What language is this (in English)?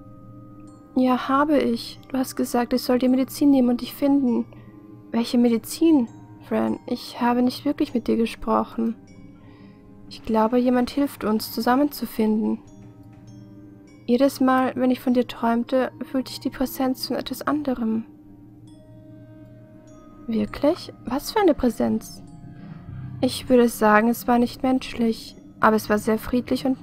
German